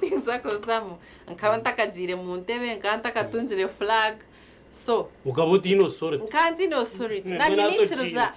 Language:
Nyankole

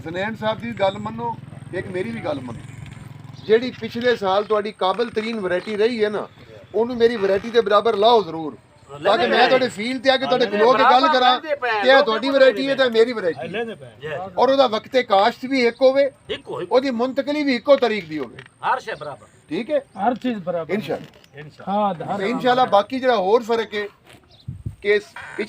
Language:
Saraiki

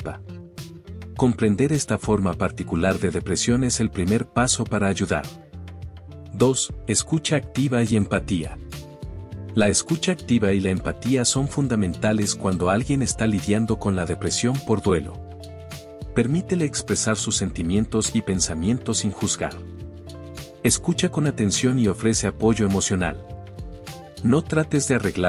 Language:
Spanish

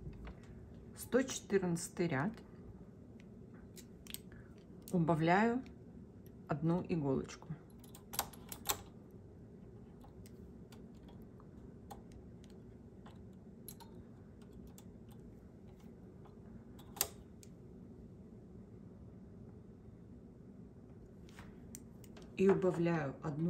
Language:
Russian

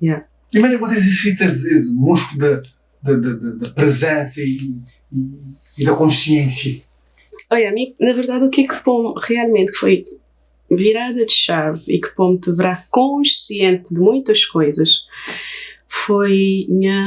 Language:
Kabuverdianu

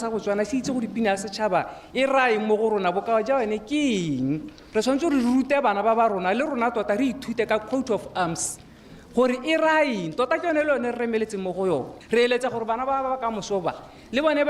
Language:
Tswana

